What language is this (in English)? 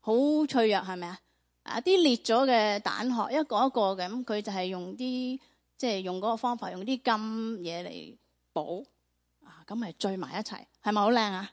Cantonese